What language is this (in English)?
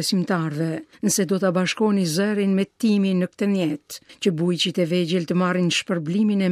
Albanian